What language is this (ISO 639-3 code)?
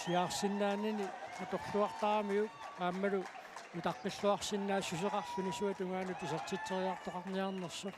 kal